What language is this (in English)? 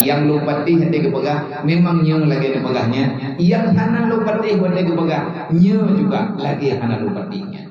Achinese